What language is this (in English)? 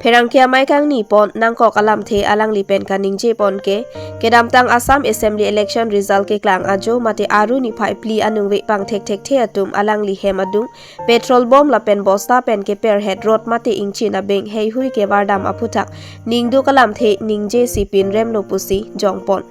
Karbi